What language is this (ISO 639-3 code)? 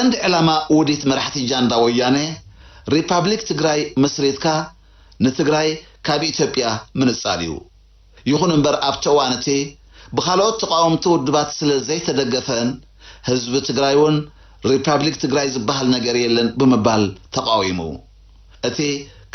tir